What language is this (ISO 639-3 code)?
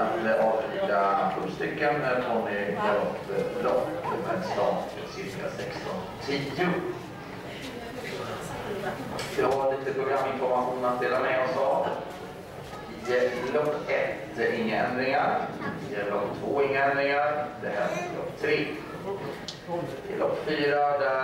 swe